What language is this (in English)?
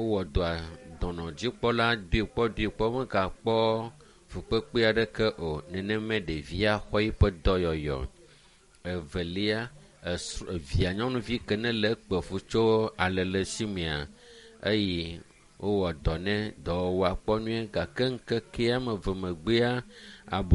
Ewe